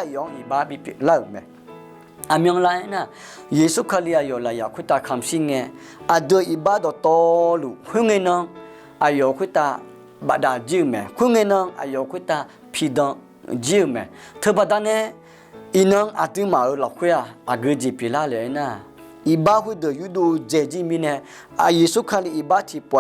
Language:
Akha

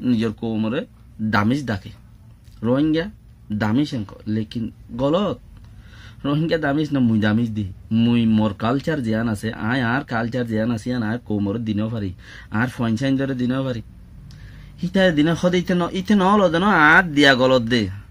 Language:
Rohingya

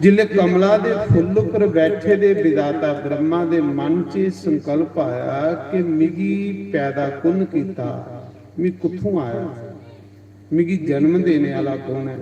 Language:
Dogri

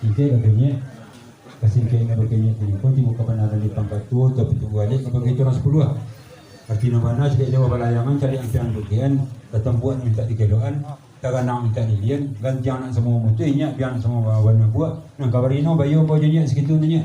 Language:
Minangkabau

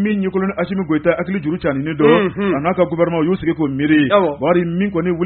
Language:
Bambara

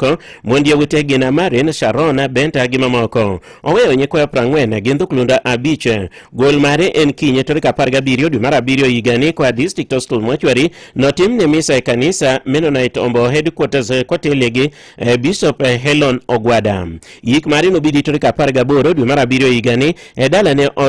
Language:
Luo (Kenya and Tanzania)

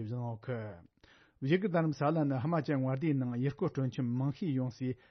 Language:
Tibetan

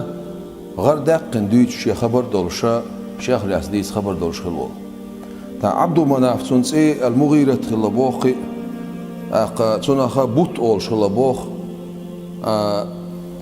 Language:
Chechen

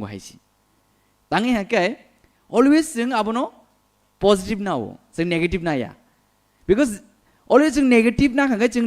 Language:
Kok Borok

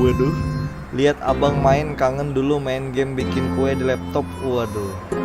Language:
Banjar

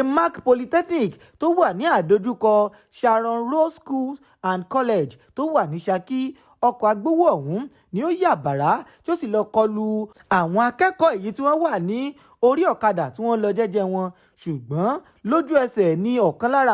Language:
Yoruba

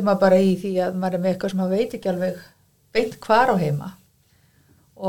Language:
Icelandic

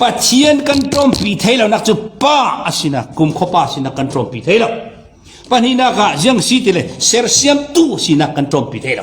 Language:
Falam Chin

